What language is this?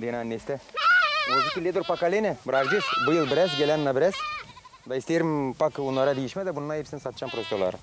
Gagauz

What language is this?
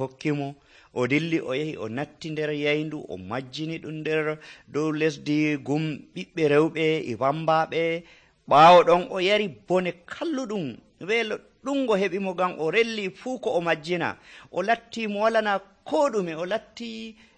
Nigerian Fulfulde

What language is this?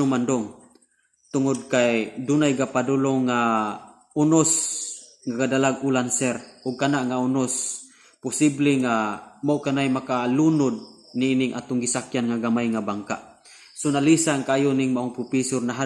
Cebuano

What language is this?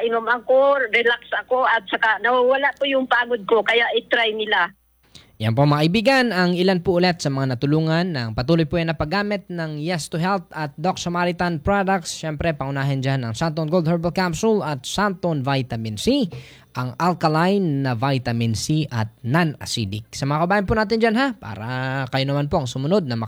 Filipino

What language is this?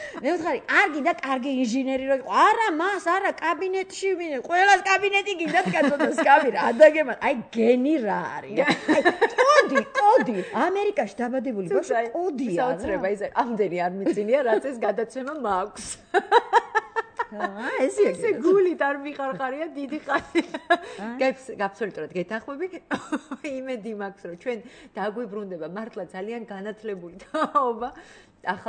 Georgian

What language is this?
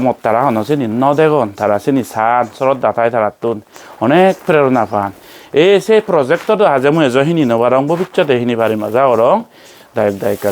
Chakma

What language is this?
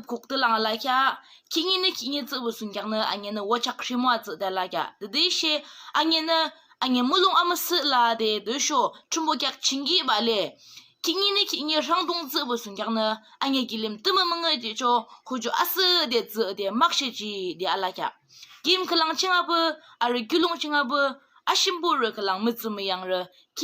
Yimchungru Naga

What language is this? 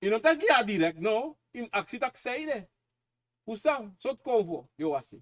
Sranan Tongo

